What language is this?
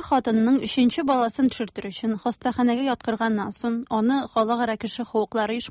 Tatar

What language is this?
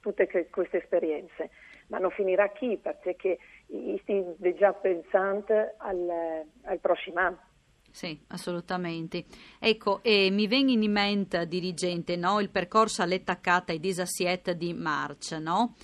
Friulian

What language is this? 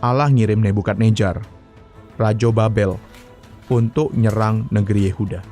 Musi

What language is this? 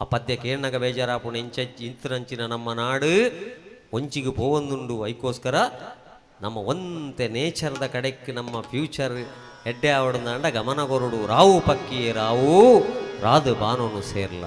Tulu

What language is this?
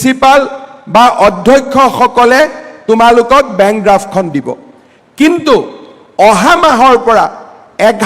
Assamese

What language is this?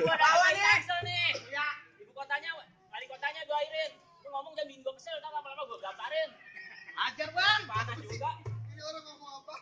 Betawi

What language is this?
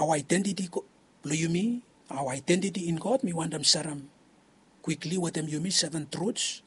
Bislama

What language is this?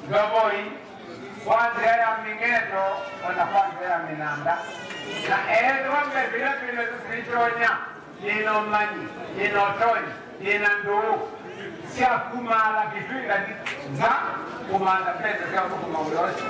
Kamba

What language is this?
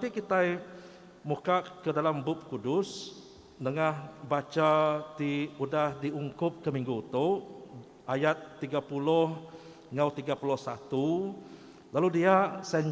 Iban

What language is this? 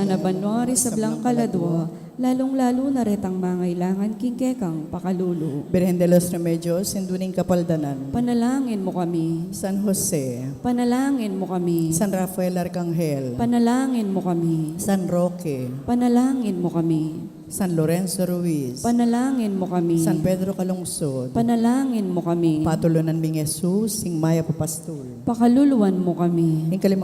Pampanga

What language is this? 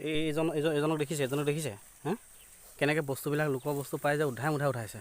Assamese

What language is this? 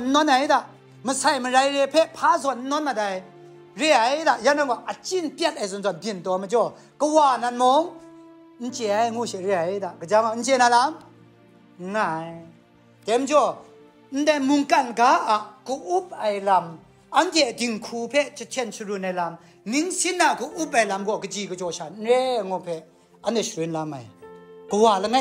Kachin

